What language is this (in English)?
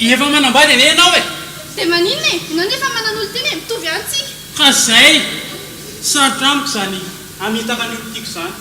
Malagasy